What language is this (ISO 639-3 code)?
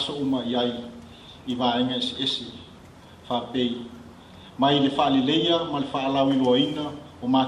smo